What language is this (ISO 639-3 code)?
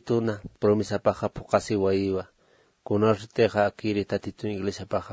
aym